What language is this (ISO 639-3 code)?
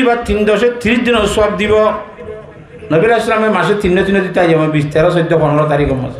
rhg